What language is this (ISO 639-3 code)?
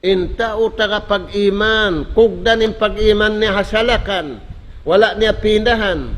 tsg